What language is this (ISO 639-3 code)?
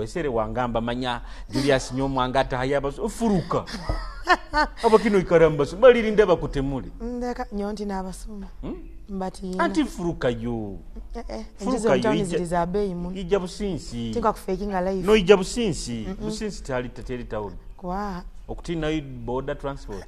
ttj